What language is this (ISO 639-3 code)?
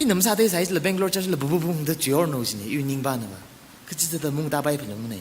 nmf